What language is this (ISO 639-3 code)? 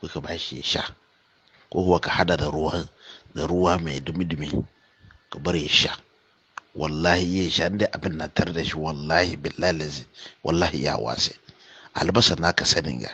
hau